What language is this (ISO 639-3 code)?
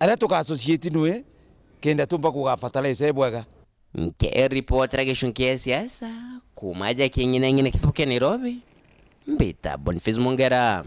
mer